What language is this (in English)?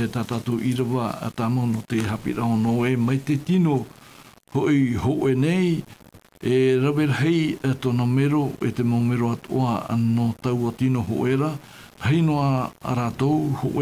Tahitian